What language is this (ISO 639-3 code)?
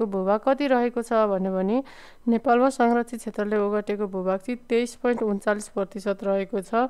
nep